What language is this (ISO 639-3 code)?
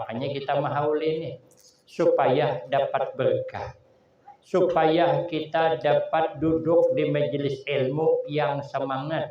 bjn